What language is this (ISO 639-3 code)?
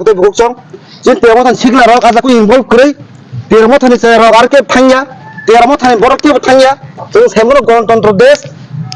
trp